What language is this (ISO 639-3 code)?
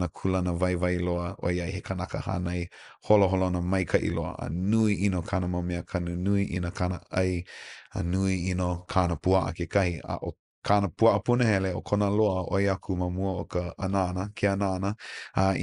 haw